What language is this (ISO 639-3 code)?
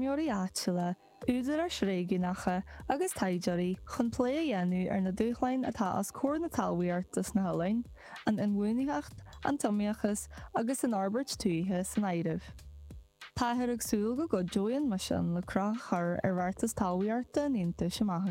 gle